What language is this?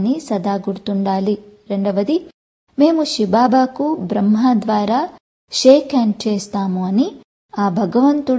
Telugu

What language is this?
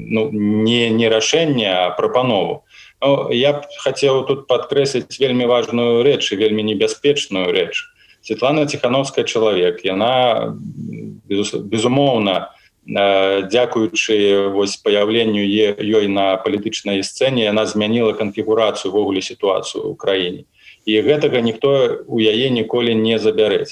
Belarusian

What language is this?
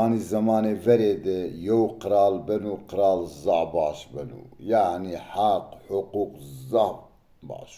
Zaza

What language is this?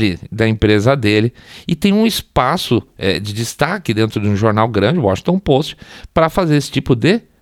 Portuguese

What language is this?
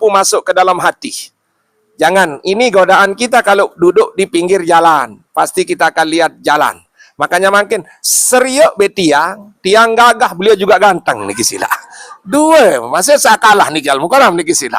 Sasak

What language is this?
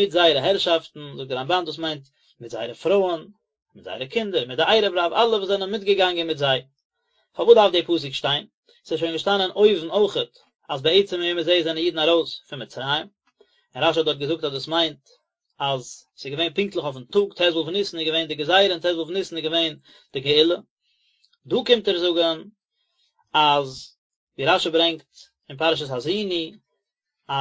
Yiddish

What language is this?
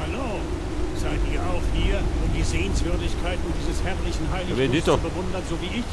Bavarian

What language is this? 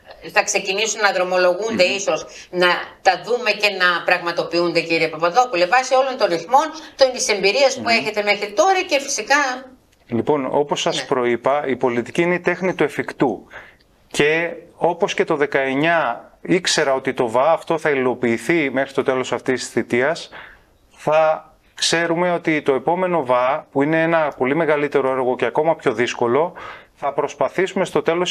Greek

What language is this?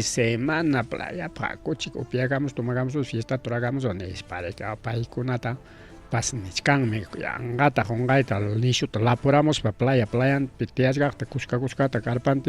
Ayacucho Quechua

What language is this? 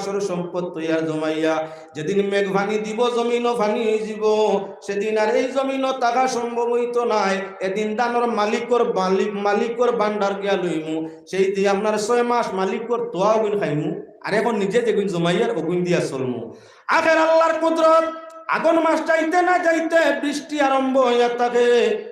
Sylheti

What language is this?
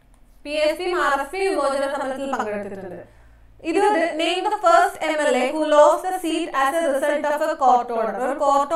Malayalam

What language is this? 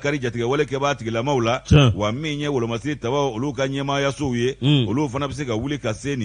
Bambara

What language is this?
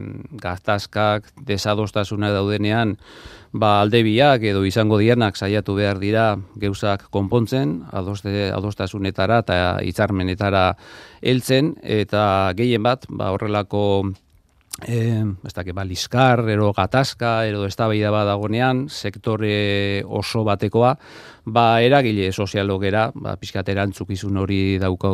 Basque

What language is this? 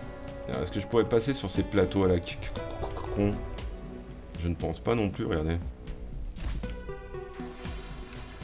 French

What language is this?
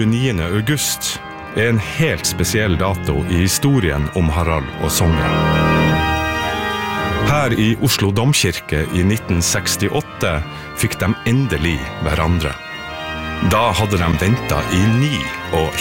Norwegian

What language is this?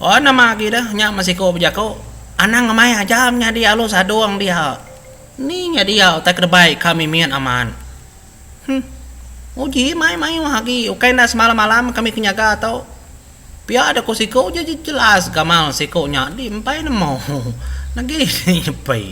Iban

